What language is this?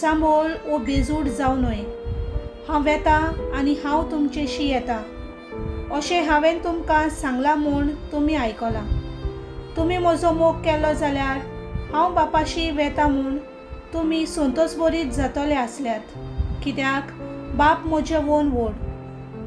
Konkani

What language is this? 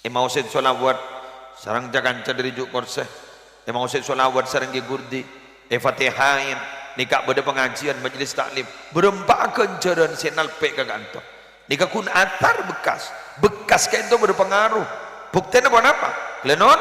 Madurese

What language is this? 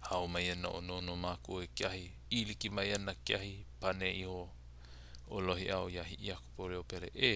Hawaiian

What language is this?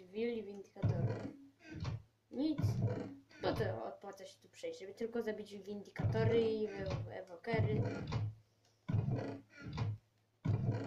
Polish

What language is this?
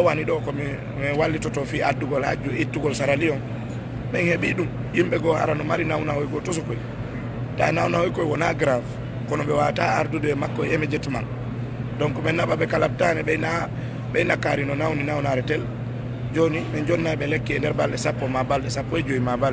Fula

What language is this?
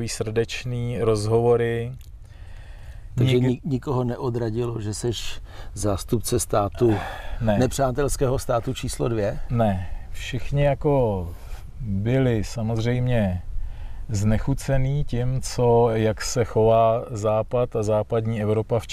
Czech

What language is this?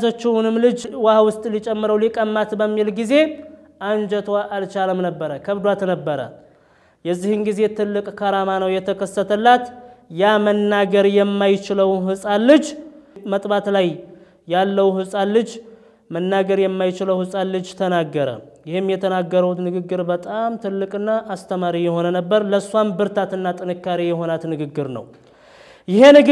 Amharic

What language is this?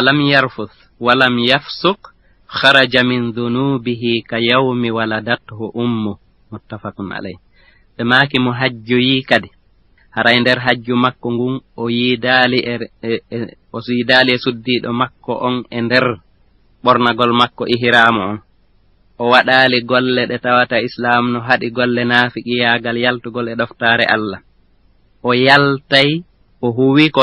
Fula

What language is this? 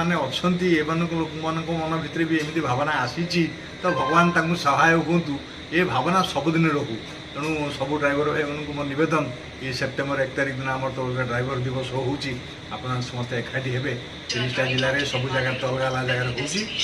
Odia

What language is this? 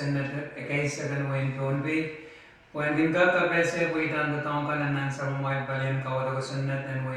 Pohnpeian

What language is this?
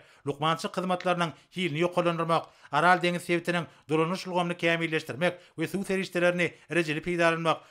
Turkmen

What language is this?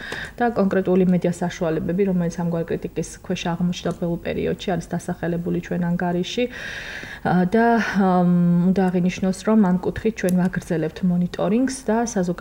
Georgian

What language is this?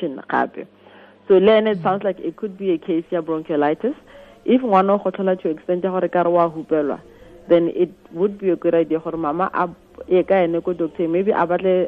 Tswana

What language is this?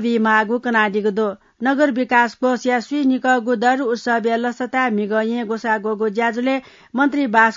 Newari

